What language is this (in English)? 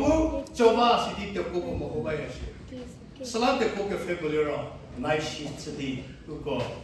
Angami Naga